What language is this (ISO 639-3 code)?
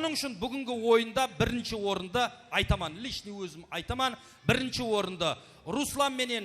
kaa